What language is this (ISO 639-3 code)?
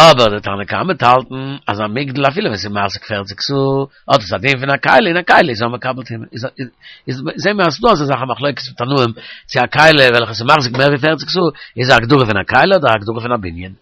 yid